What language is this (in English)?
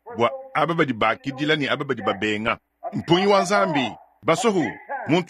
Luba-Lulua